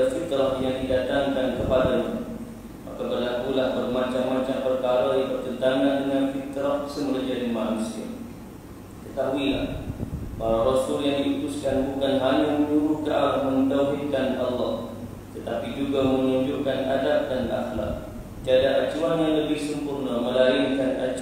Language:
Malay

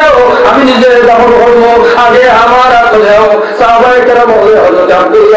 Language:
Sylheti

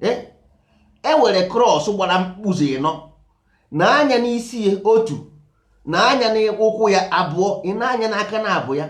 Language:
Igbo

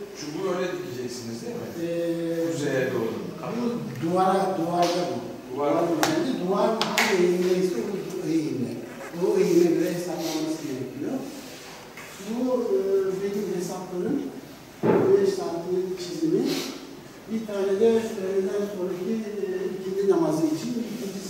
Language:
Turkish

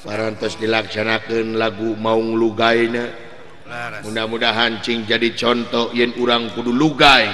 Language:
Sundanese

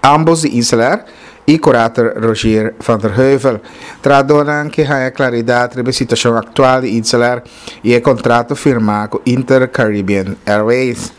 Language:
Papiamento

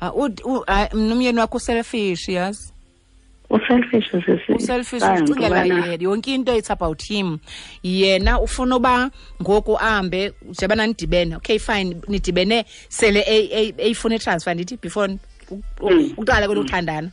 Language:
Xhosa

